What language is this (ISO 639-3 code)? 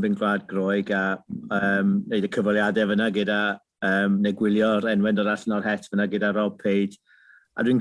cym